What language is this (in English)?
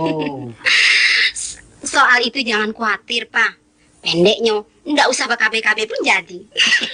Minangkabau